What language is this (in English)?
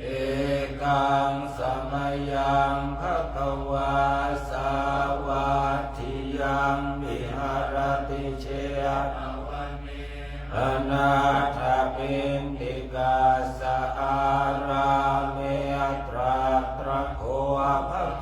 Pali